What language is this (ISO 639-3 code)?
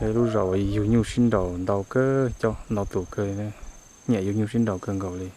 hmn